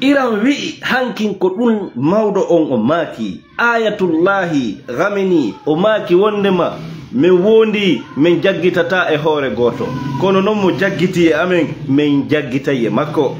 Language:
Fula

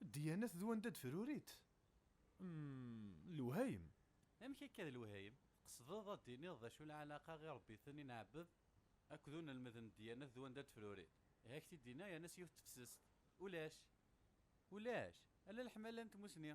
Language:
Kabyle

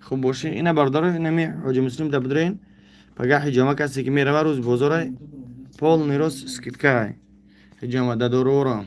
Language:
Tajik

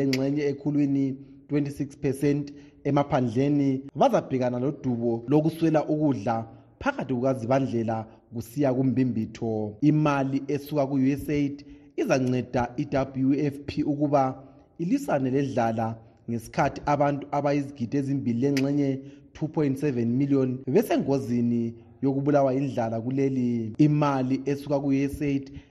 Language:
North Ndebele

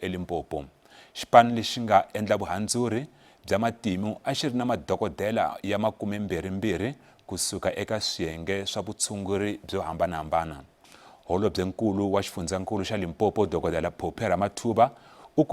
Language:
Tsonga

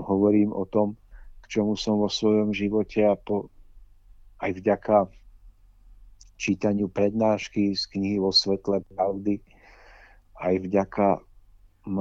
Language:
Slovak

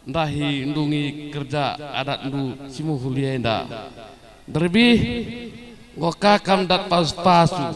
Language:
Batak Karo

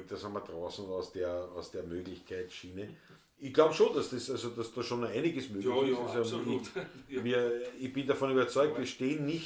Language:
Bavarian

